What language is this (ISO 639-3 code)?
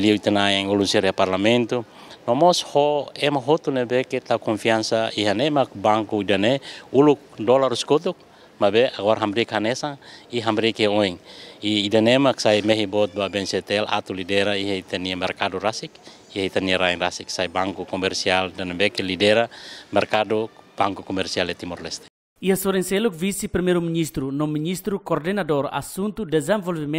tet